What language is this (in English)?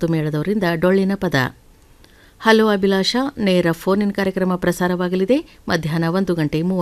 Kannada